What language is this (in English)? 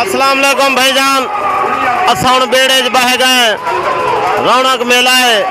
Saraiki